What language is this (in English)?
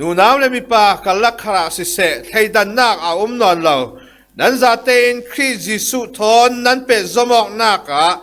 Falam Chin